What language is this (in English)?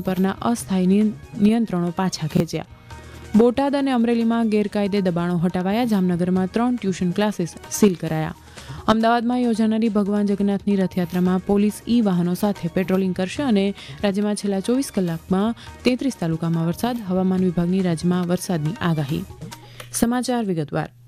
Gujarati